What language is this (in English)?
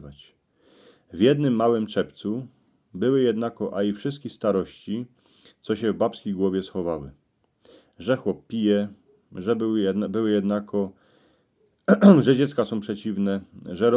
Silesian